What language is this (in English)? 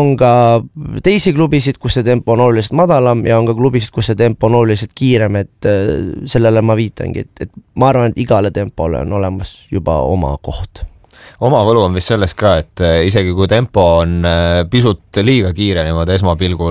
Estonian